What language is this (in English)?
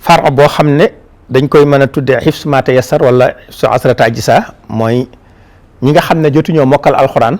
Wolof